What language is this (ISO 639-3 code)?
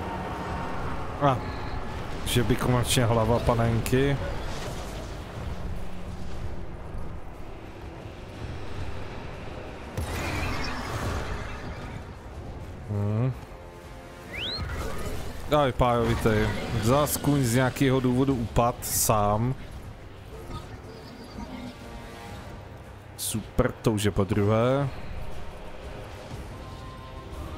ces